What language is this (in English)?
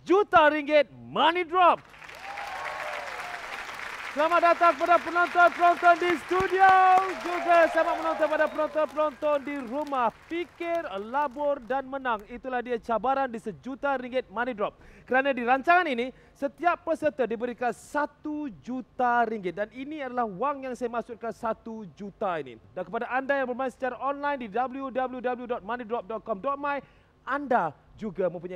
Malay